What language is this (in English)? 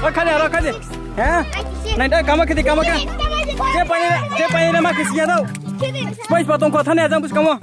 Riang (India)